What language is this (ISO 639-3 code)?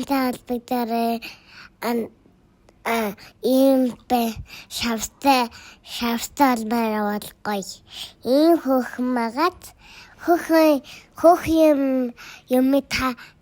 mon